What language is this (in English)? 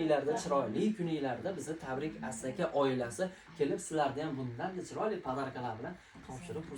Uzbek